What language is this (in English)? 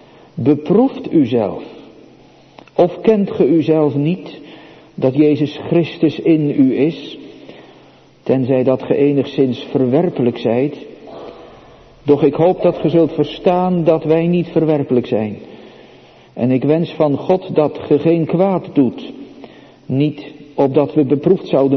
Dutch